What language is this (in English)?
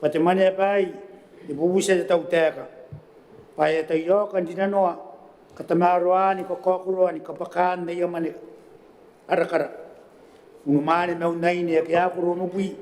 Gilbertese